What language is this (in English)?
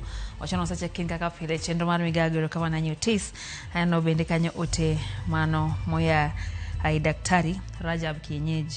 Luo (Kenya and Tanzania)